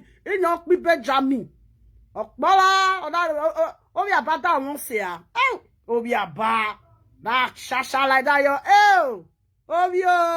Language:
Nigerian Pidgin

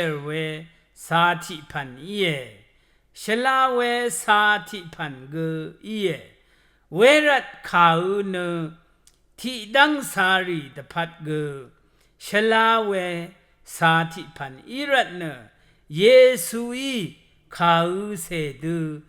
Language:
Rawang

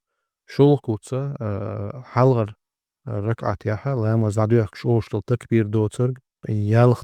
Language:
Chechen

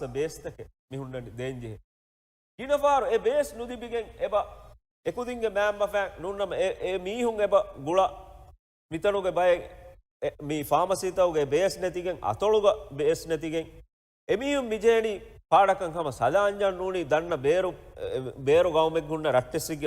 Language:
Divehi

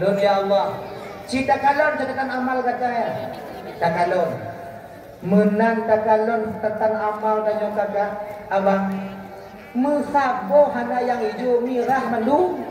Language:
Achinese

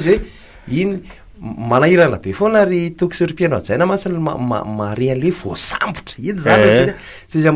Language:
Malagasy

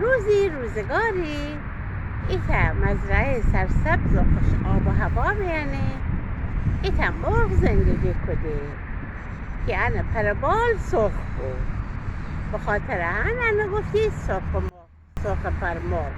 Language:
Gilaki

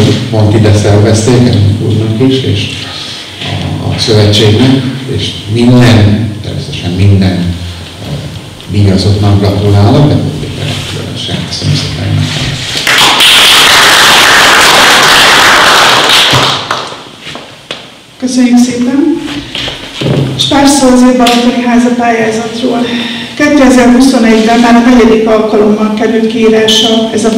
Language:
Hungarian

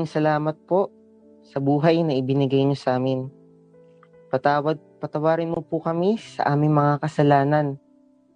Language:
Filipino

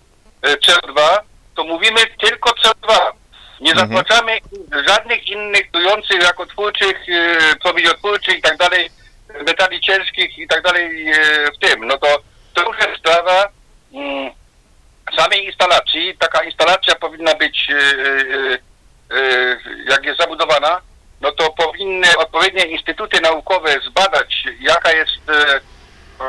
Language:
Polish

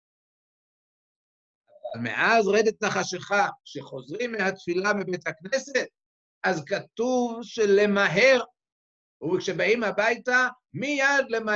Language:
Hebrew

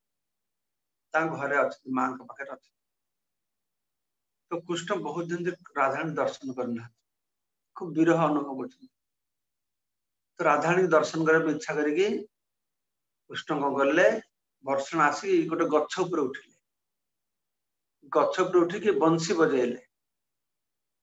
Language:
Odia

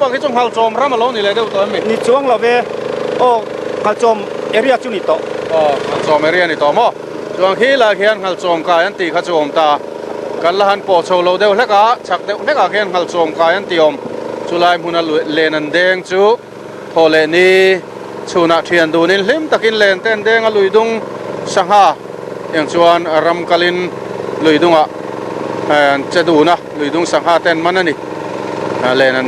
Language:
Mizo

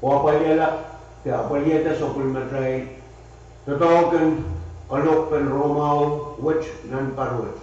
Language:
Pohnpeian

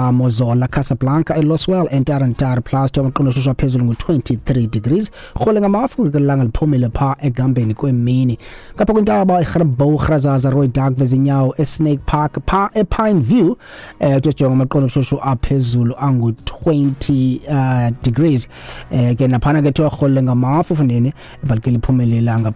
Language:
Xhosa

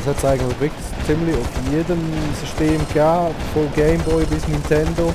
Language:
Swiss German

